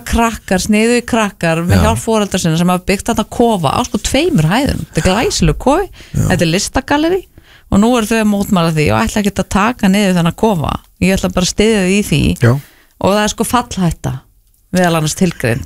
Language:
Icelandic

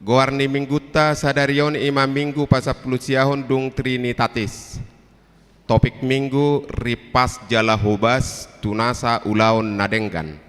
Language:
Batak Toba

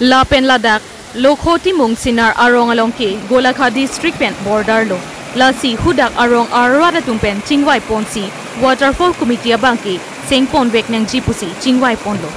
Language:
Karbi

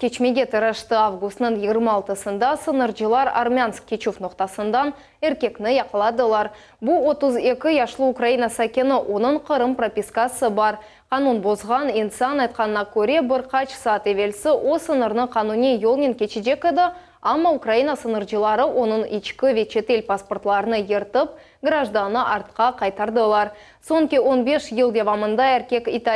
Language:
Crimean Tatar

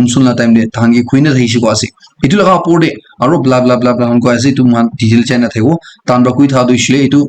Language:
Naga Pidgin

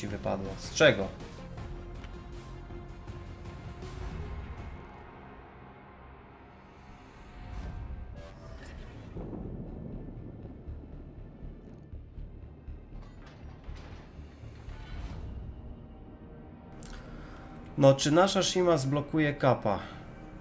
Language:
Polish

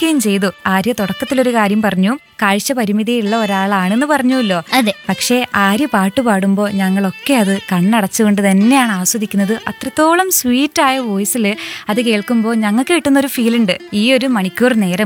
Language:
Malayalam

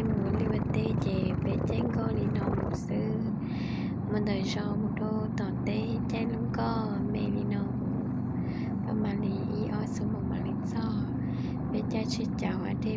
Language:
Hmong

